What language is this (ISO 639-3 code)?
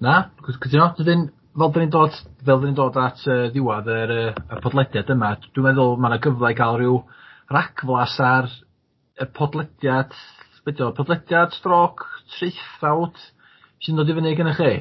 cym